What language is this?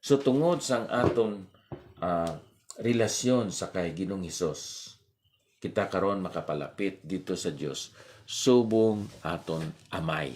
Hiligaynon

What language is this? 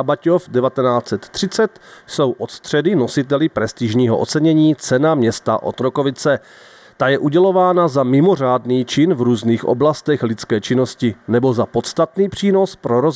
Czech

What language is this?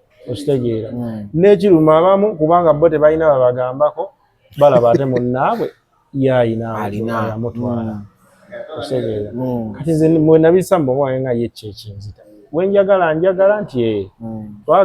Ganda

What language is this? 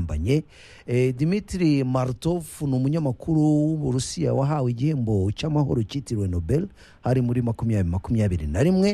Kinyarwanda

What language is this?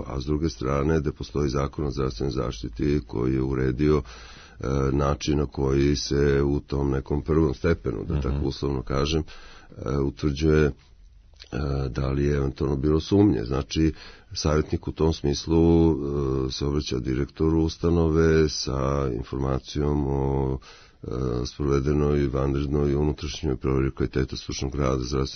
Serbian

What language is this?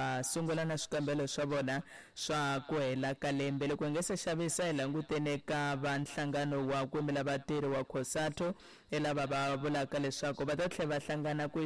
Tsonga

